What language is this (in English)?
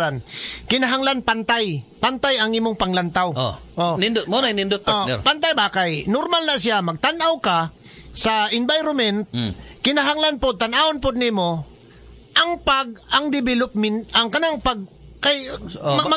Cebuano